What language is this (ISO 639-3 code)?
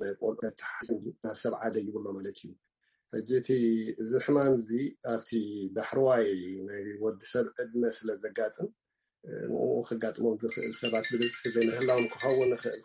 tir